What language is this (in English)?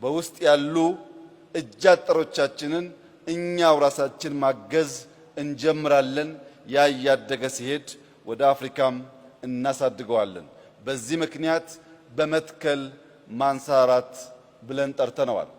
Amharic